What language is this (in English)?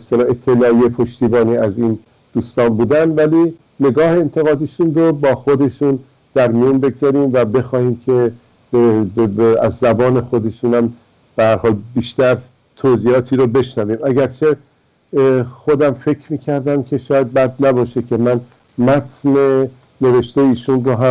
Persian